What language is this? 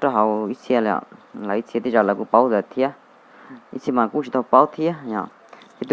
Hmong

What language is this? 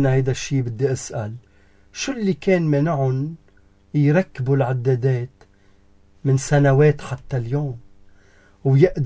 North Levantine Arabic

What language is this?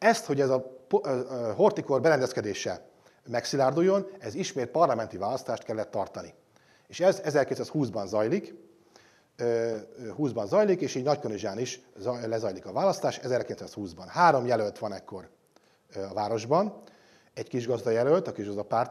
Hungarian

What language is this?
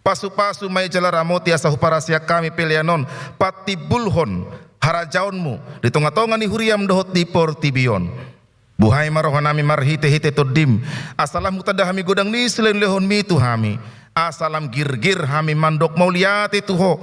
Batak Toba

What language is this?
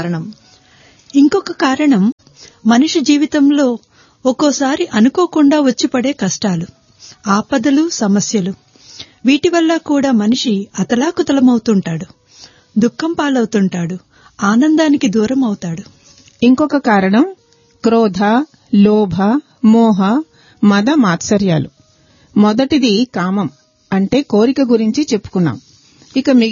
Telugu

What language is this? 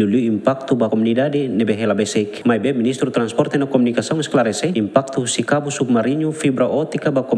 Tetum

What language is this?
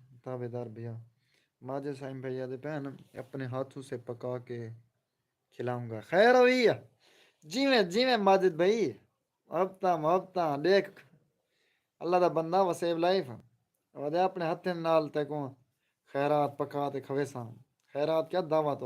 Saraiki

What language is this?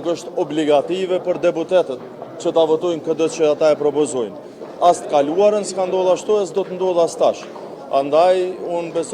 Albanian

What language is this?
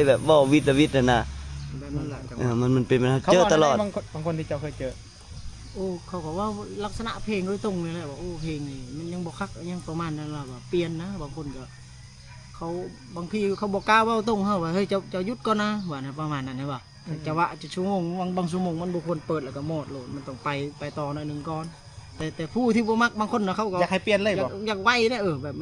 Lao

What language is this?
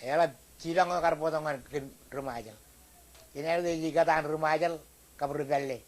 Marshallese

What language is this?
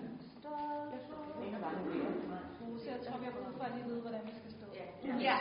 Danish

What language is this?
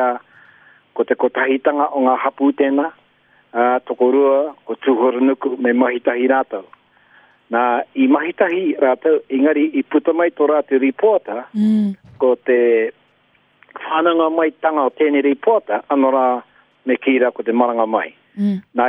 Māori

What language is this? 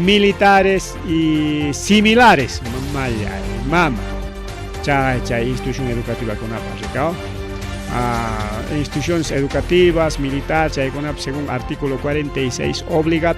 Ayacucho Quechua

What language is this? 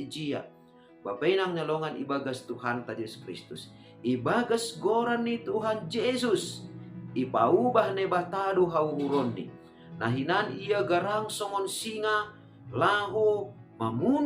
Batak Simalungun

